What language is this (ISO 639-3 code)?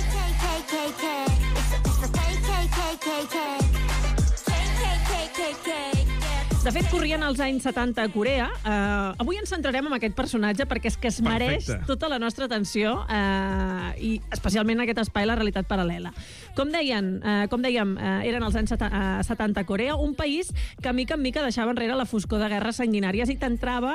cat